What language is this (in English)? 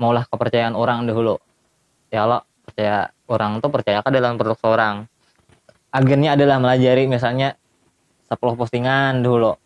Banjar